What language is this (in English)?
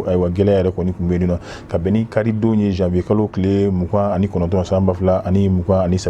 Bambara